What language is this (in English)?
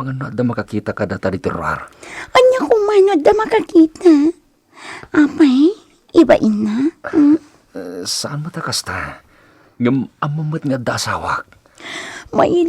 Iloko